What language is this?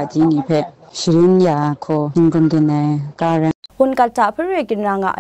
Kachin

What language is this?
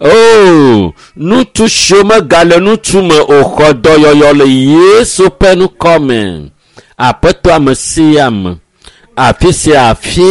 Ewe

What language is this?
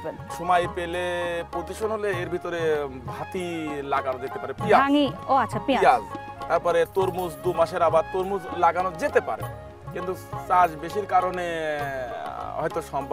Bangla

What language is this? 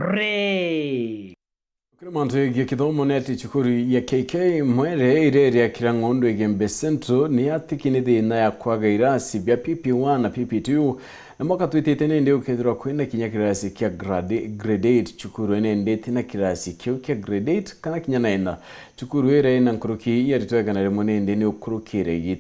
Meru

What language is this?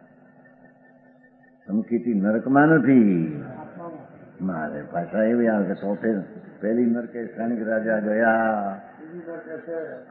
Gujarati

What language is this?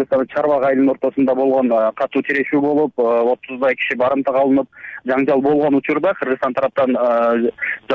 Kyrgyz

